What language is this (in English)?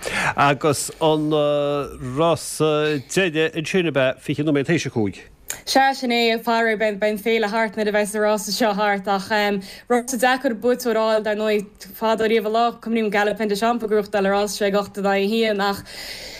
Irish